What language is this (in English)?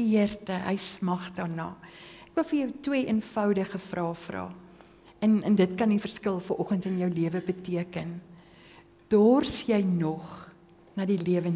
Afrikaans